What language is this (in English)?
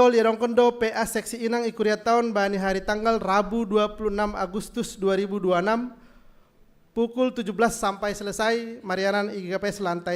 Batak Simalungun